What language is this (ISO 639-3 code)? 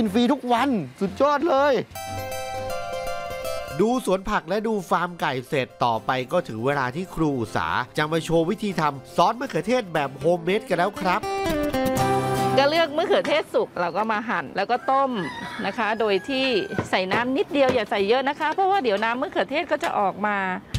tha